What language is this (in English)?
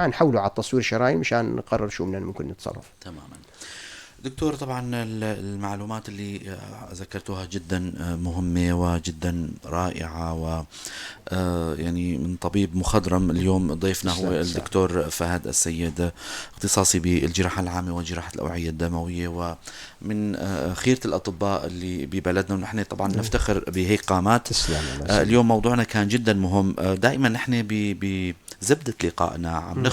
North Levantine Arabic